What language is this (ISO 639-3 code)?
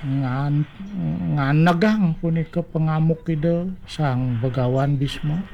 ban